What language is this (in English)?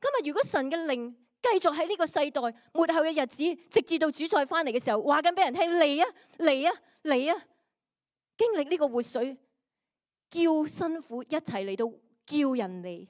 Cantonese